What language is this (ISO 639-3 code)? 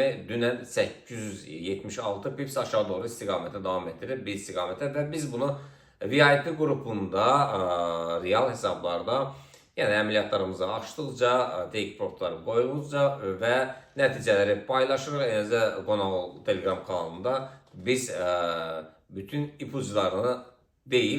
aze